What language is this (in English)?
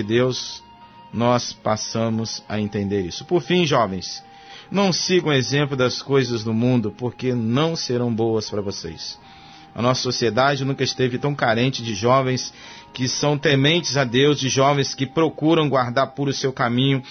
Portuguese